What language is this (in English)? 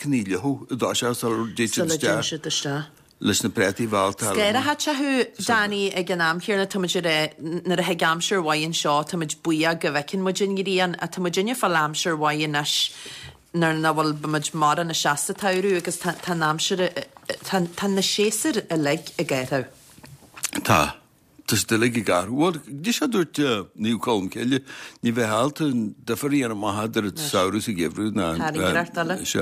Irish